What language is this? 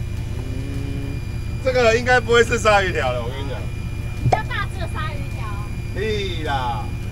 Chinese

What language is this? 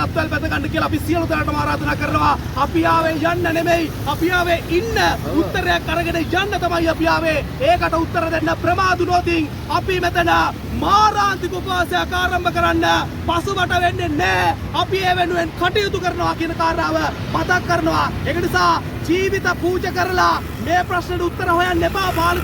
Sinhala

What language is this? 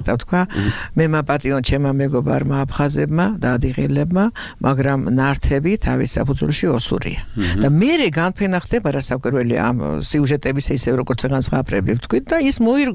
Georgian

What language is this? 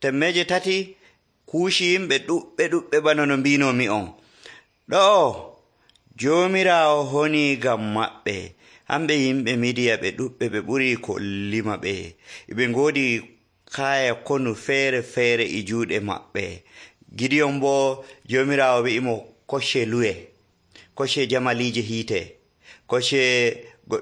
Nigerian Fulfulde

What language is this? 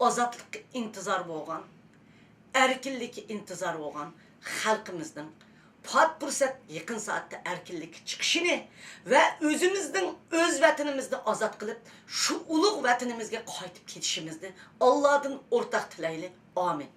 Uyghur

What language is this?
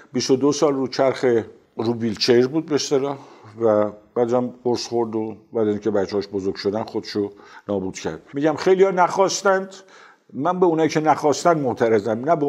Persian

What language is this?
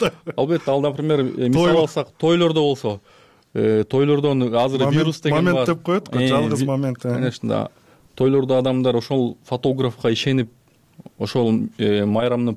Kyrgyz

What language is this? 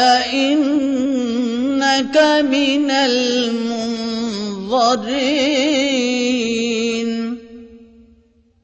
Urdu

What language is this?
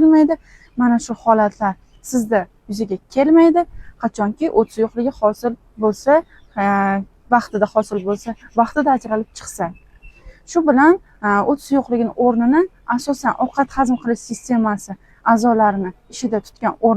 Uzbek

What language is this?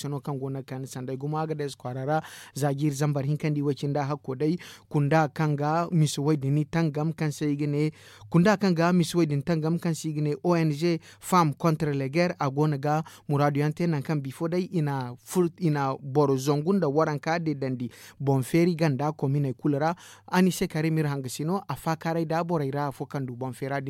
Zarma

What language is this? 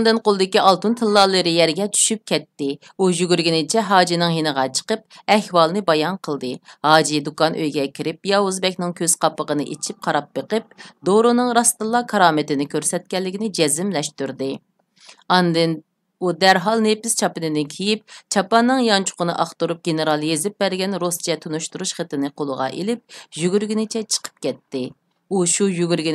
Uyghur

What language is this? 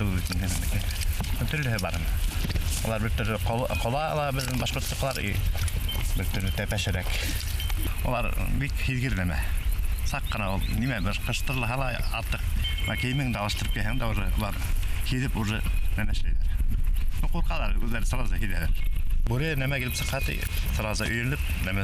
Bashkir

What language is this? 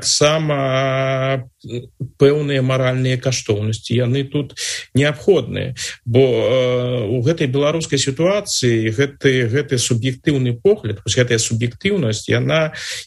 Belarusian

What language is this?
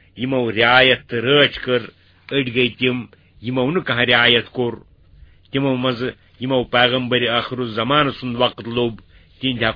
Kashmiri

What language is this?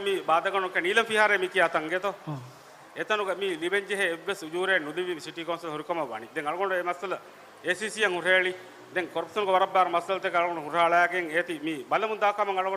Divehi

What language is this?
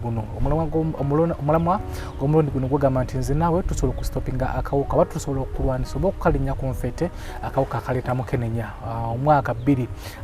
Ganda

